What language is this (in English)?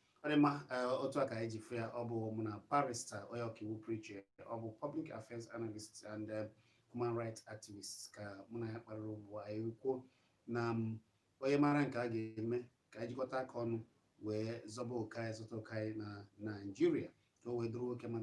Igbo